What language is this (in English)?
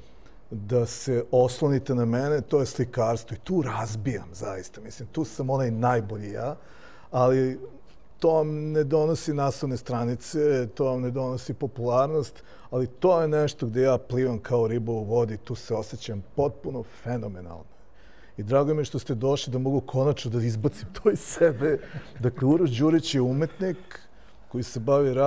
Serbian